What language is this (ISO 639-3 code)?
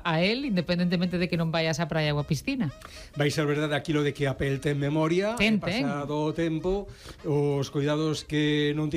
glg